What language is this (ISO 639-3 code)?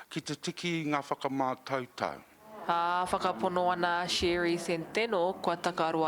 mri